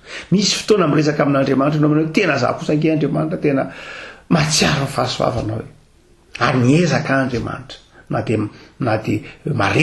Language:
Malagasy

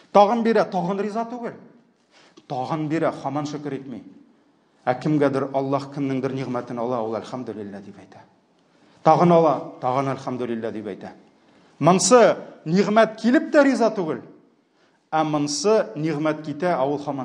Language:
Tatar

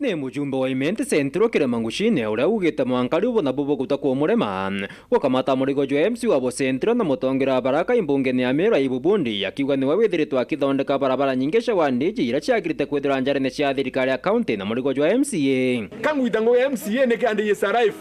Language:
Meru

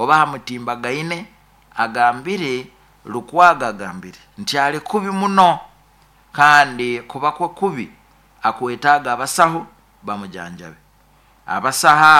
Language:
Nyoro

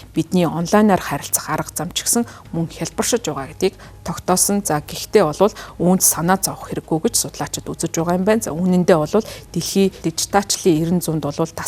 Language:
Mongolian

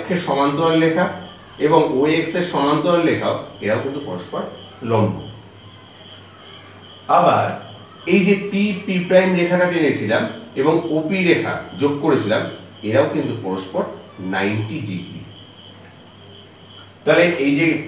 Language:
Bangla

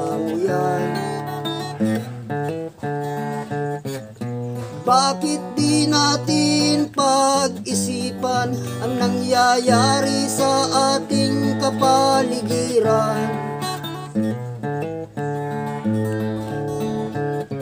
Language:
Filipino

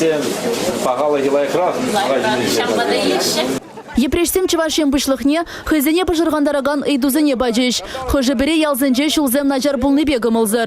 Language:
Chuvash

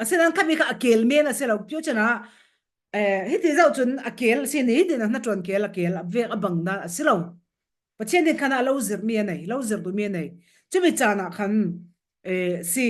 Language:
Falam Chin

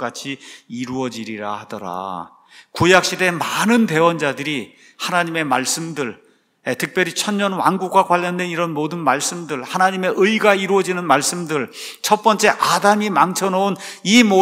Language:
Korean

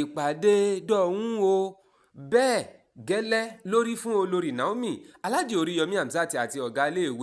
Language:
Yoruba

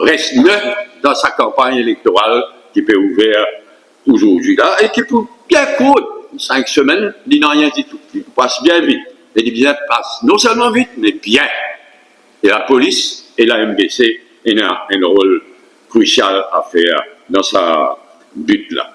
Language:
Morisyen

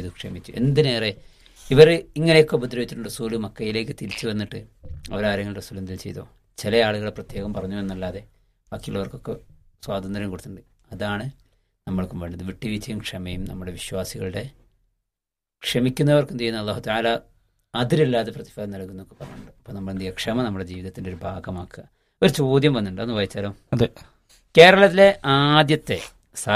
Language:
Malayalam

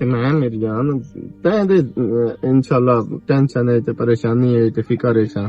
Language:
Western Panjabi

